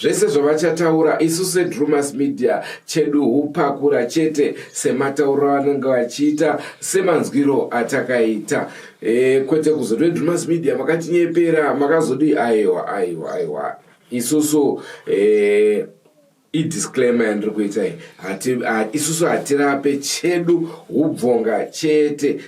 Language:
Shona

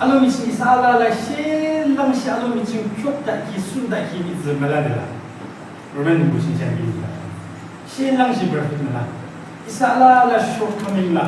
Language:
Yimchungru Naga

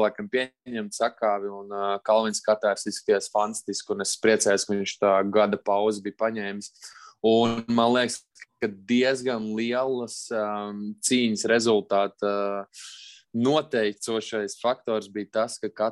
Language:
Latvian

